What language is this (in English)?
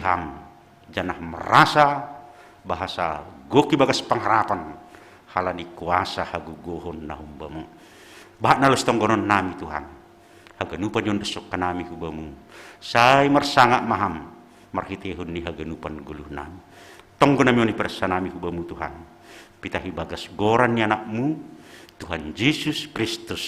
Batak Simalungun